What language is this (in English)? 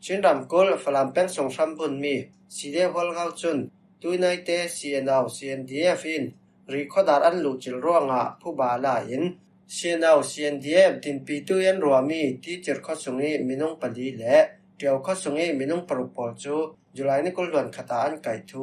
Falam Chin